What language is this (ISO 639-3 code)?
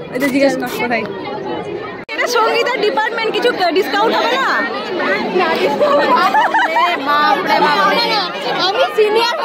ben